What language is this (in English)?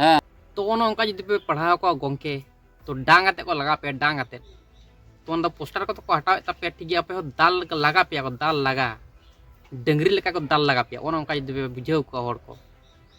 Santali